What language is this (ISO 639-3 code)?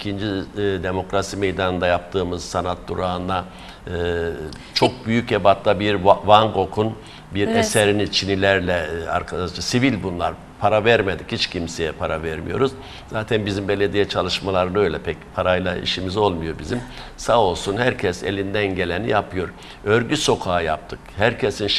tur